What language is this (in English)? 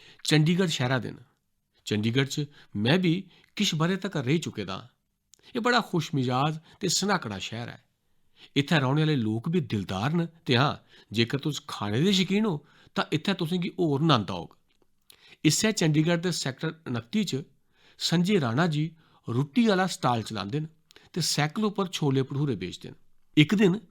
Dogri